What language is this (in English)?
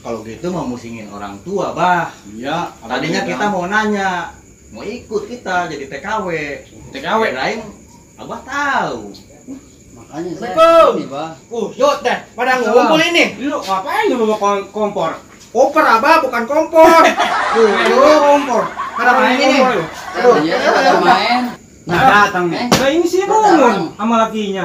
Betawi